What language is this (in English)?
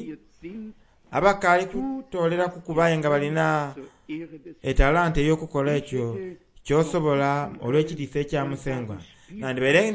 Soga